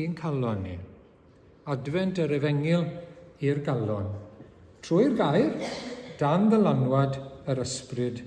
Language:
Welsh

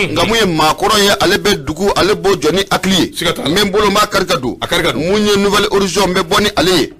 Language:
Bambara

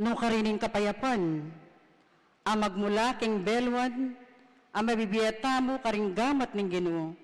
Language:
Pampanga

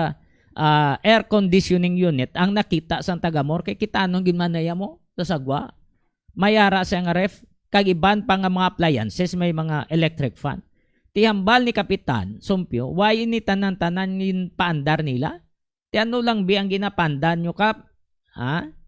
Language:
Hiligaynon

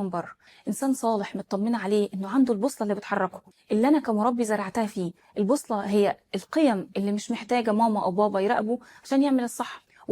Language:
Egyptian Arabic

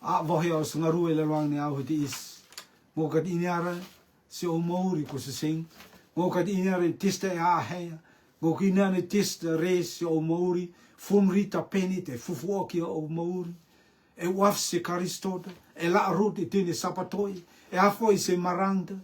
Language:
Rotuman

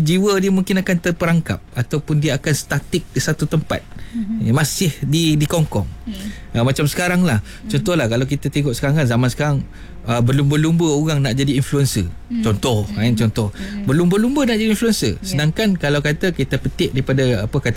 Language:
Malay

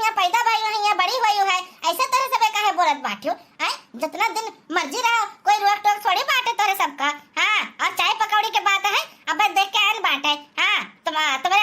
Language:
Awadhi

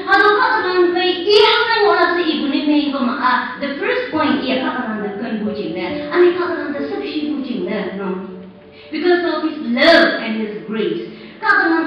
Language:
Konyak Naga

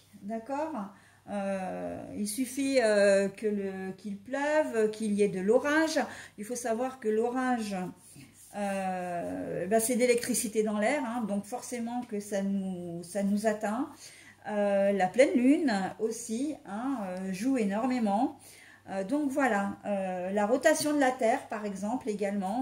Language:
French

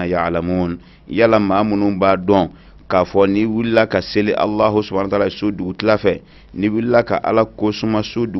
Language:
Bambara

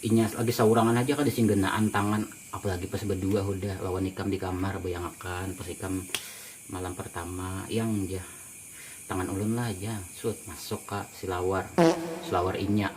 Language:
Banjar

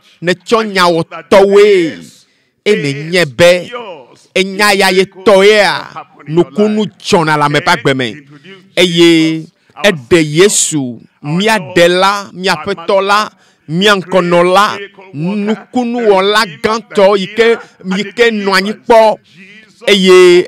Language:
Ewe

